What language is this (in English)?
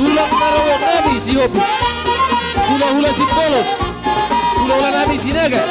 Batak Toba